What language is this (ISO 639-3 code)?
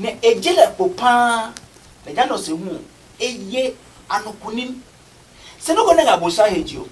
ada